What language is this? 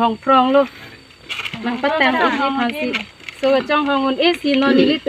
Karbi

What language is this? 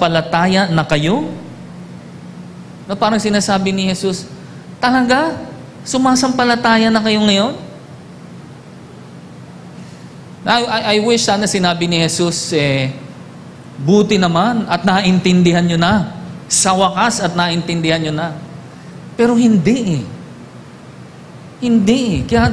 Filipino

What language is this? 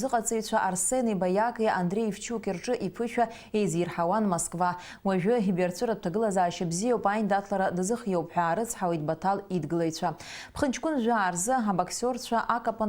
Abkhazian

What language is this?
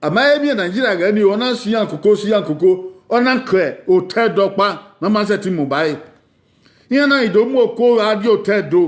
Bini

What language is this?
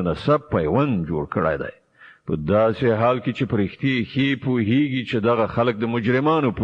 Pashto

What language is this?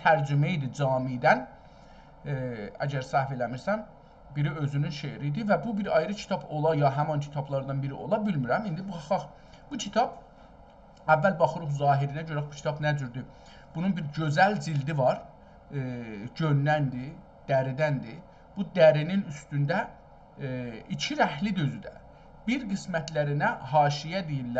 South Azerbaijani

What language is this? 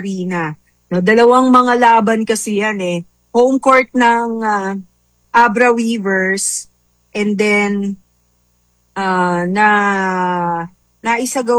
Filipino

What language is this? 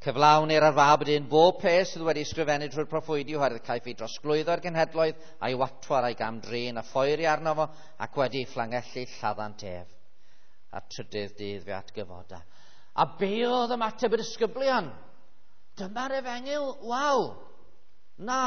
Welsh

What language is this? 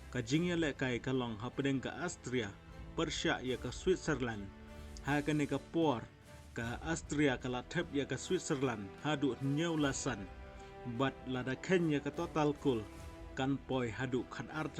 Khasi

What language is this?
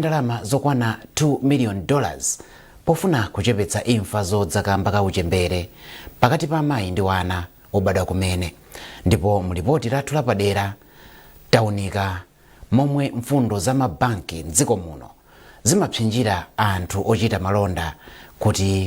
Nyanja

